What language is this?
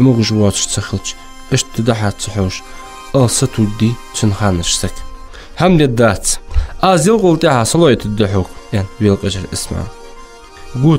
Ingush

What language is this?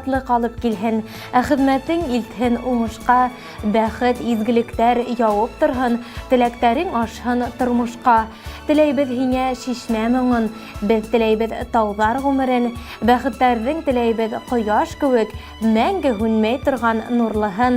Bashkir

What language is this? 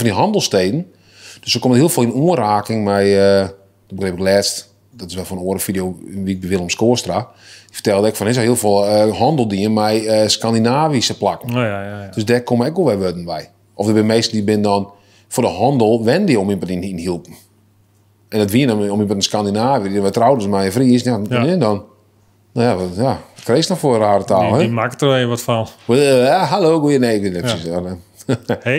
Western Frisian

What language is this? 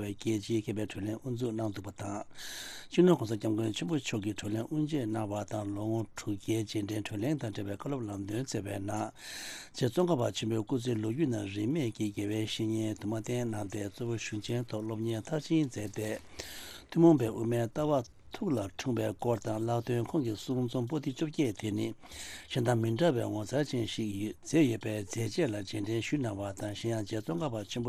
Tibetan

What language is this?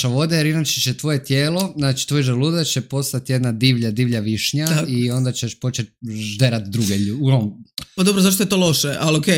Serbian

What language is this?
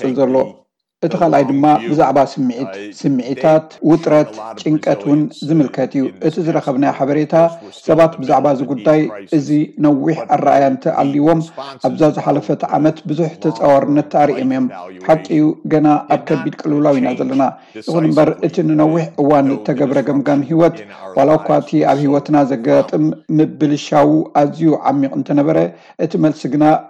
Tigrinya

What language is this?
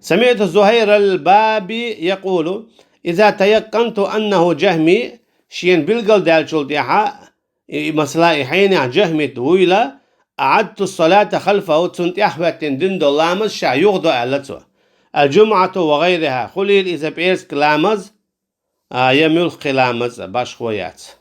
Chechen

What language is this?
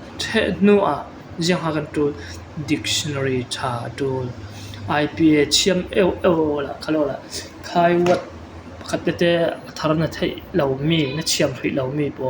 Falam Chin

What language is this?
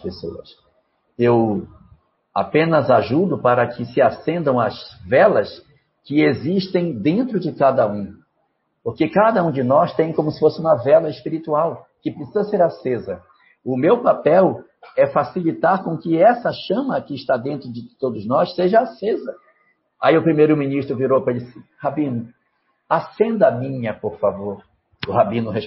Portuguese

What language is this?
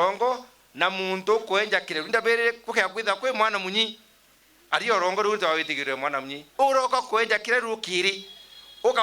Meru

